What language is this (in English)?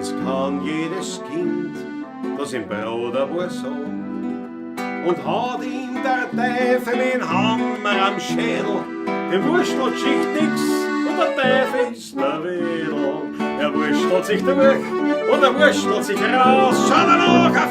Bavarian